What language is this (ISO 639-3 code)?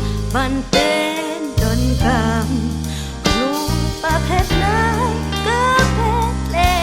kha